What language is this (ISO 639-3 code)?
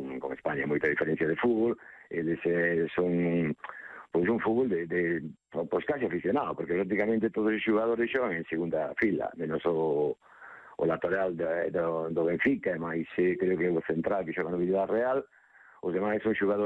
glg